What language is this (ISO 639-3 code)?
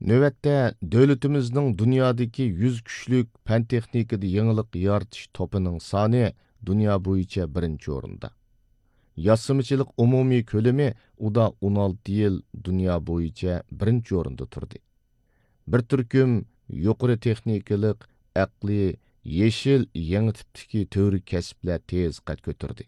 uig